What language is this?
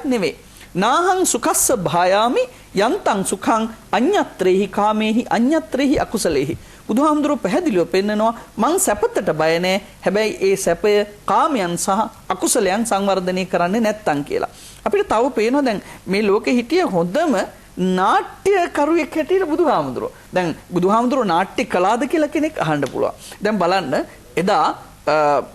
Sinhala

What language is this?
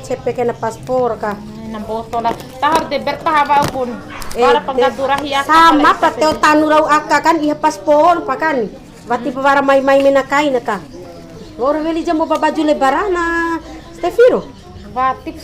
Bima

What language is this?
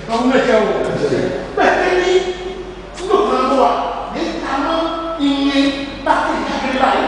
Ifè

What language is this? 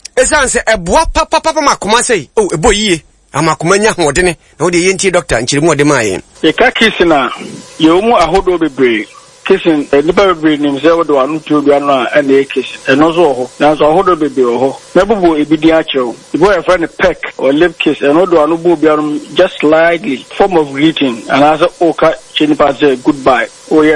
Akan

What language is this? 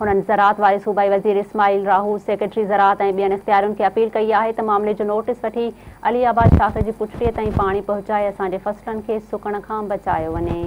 Sindhi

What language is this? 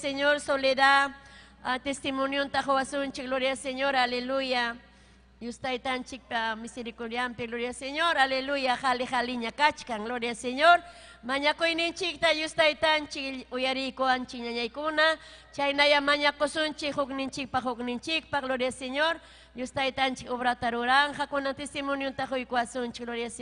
Ayacucho Quechua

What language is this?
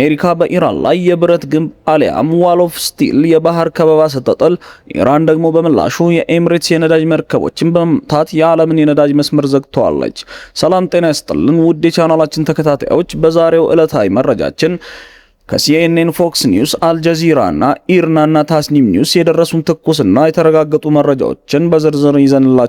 Amharic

